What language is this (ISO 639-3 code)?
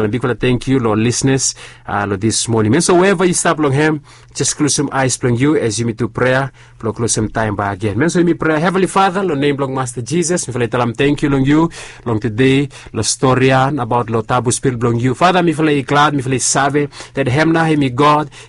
bis